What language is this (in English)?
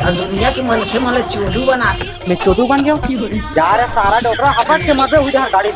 Chhattisgarhi